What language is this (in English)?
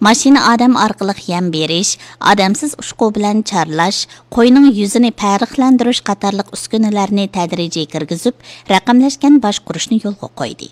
Uyghur